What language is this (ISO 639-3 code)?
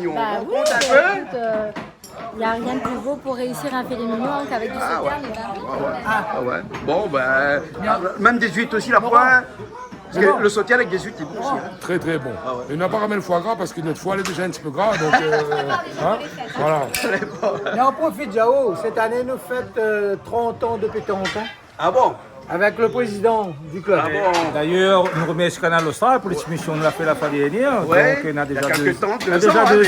rcf